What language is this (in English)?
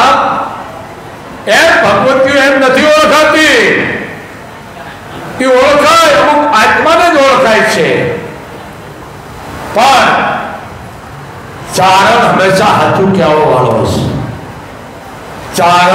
Gujarati